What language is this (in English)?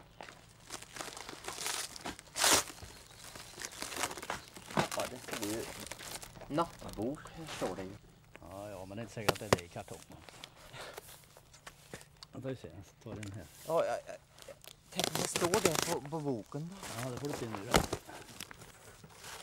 Swedish